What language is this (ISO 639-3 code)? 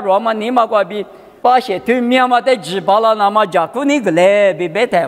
lis